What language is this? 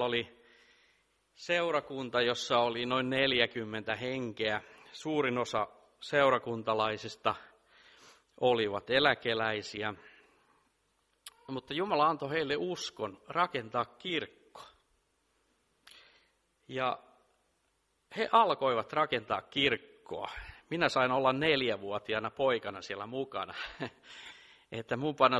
Finnish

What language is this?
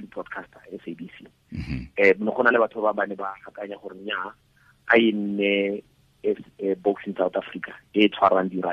Tswana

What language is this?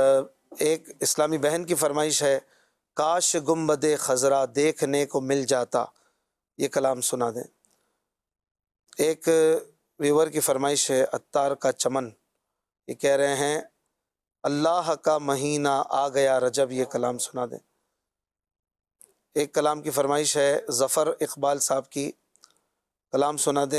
Urdu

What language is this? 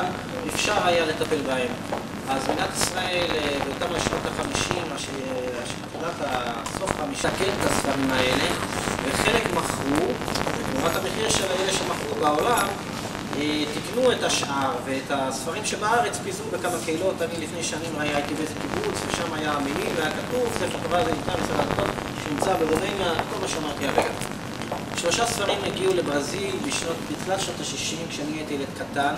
Hebrew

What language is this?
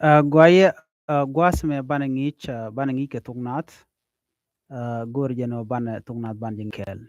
Nuer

